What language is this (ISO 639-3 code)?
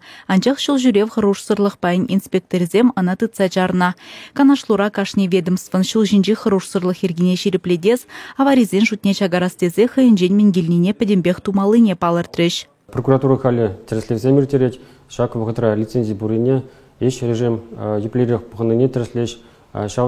chv